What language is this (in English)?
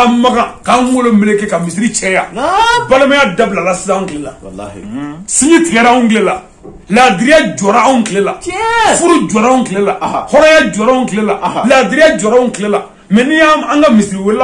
Bambara